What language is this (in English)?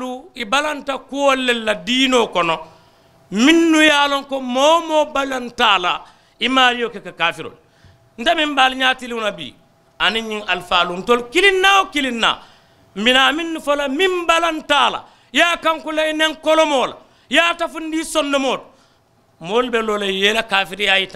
Mandingo